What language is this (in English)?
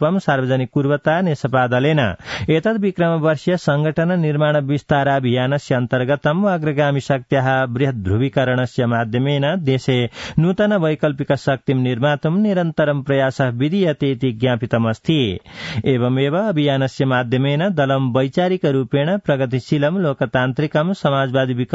Sanskrit